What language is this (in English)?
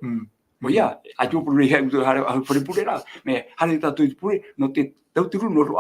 Tahitian